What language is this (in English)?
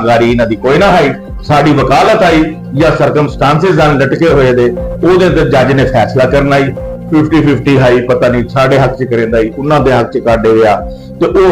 Saraiki